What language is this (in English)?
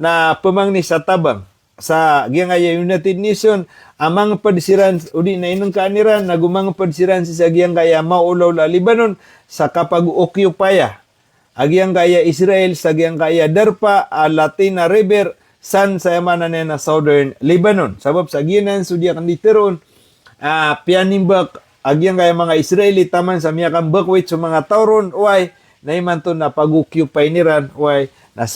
Maranao